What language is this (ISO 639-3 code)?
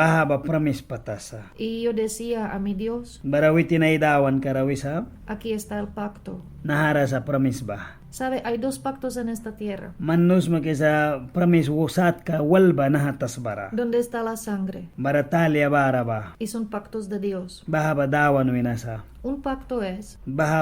miq